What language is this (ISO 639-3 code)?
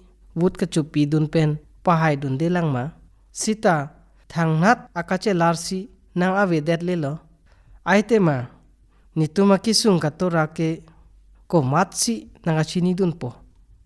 mjw